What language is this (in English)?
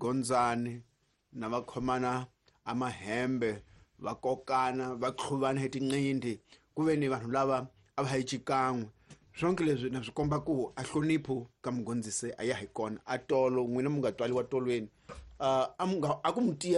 Tsonga